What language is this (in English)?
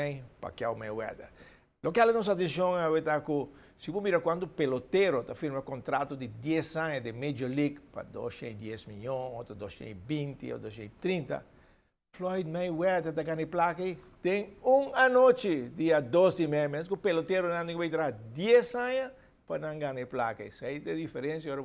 Papiamento